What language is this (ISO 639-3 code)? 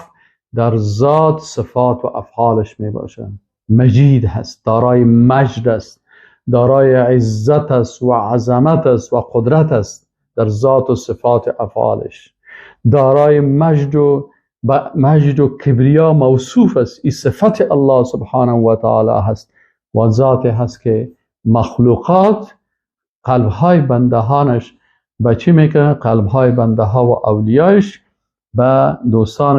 fas